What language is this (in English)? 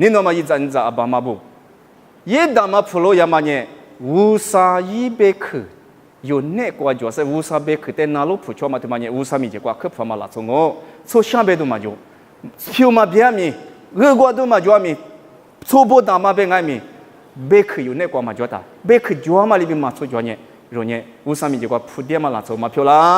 Lisu